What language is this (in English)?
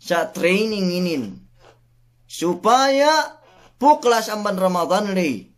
Yakan